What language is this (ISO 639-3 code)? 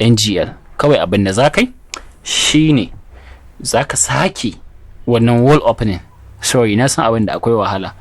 hau